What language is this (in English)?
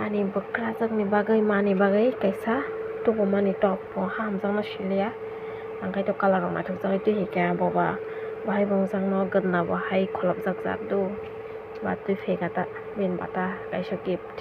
Kok Borok